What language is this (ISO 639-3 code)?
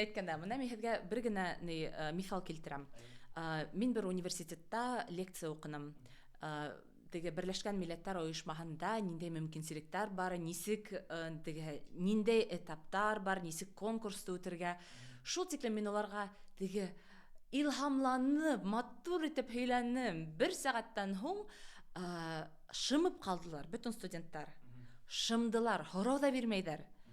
bak